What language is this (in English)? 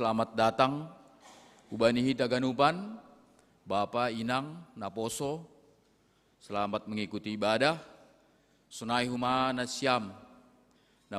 Batak Simalungun